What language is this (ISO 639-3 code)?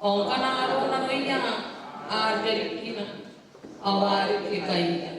gil